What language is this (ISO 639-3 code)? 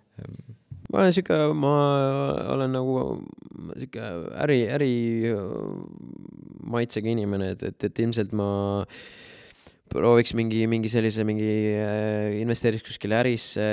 est